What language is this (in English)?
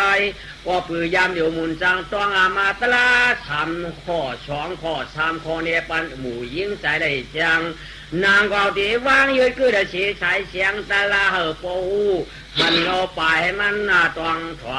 Shan